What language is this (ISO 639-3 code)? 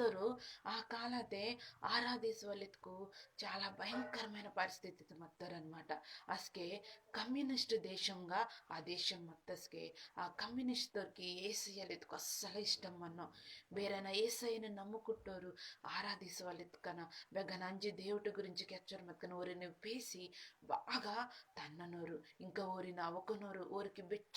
kff